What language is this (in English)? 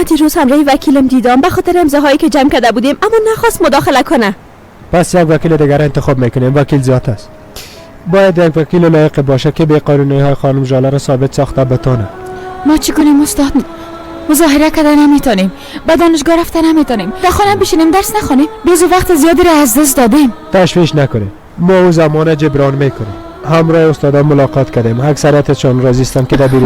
Persian